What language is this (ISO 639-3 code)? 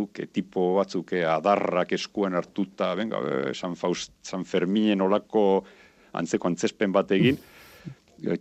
eus